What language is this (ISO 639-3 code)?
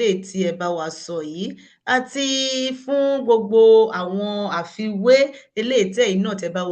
yor